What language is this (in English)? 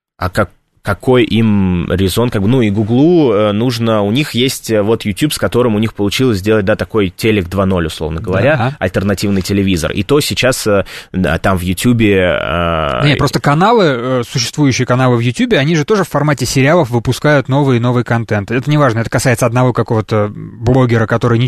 Russian